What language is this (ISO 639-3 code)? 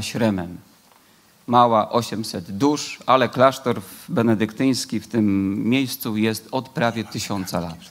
pol